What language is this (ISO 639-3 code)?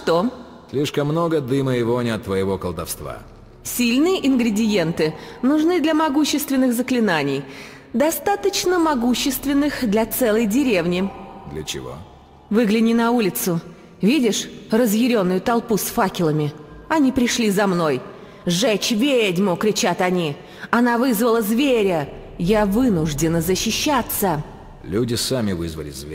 rus